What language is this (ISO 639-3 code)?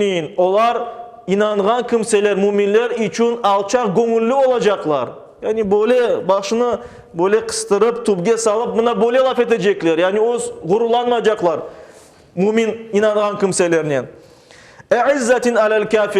crh